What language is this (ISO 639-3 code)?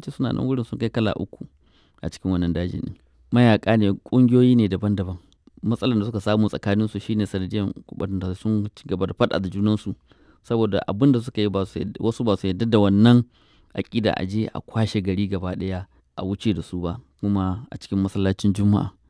hau